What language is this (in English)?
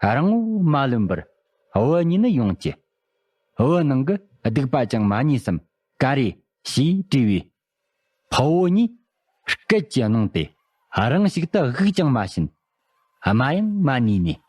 Tibetan